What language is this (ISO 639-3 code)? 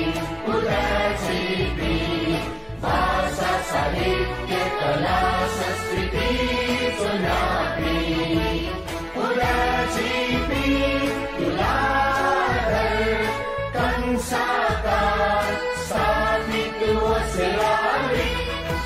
new